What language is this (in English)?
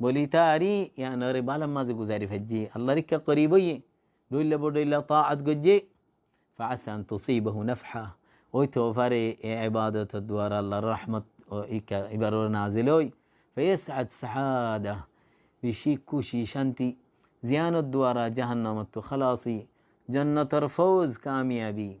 Rohingya